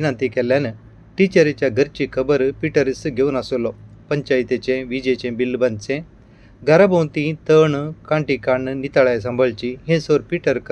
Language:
Konkani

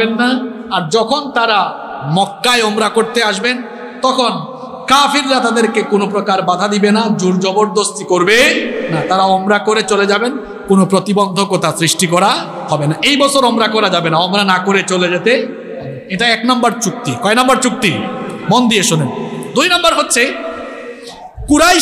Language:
Bangla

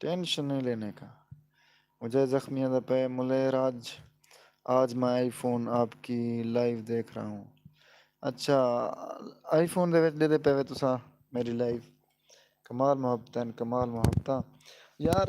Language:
Saraiki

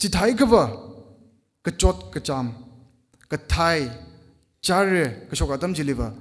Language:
Tangkhul Naga (India)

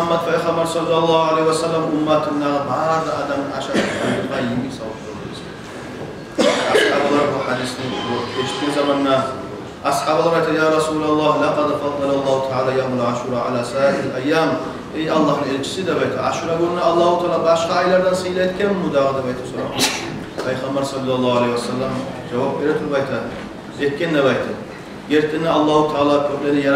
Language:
Kumyk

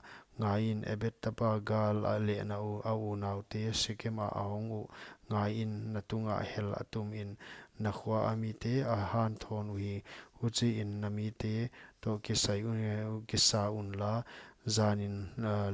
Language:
Paite Chin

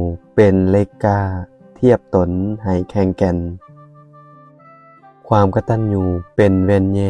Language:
Lao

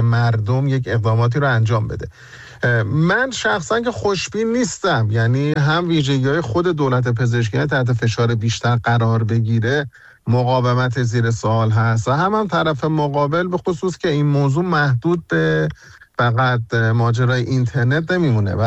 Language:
Persian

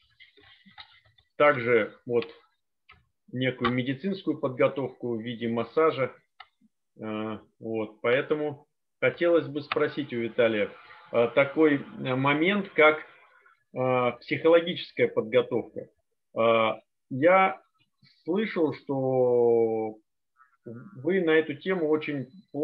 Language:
Russian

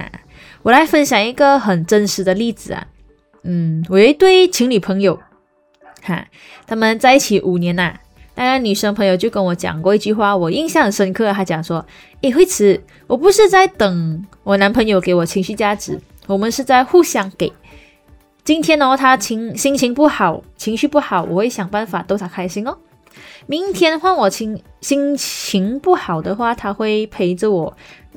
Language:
Chinese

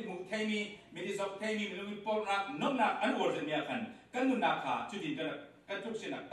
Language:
Falam Chin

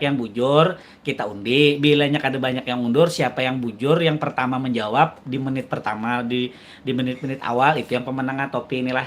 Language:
Banjar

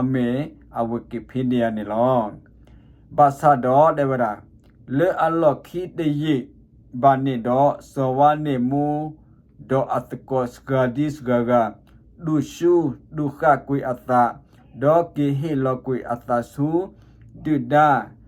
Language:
S'gaw Karen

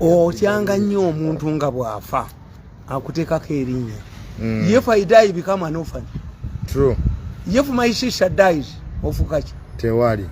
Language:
Ganda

